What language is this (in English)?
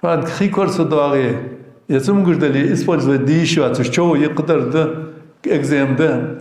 Ingush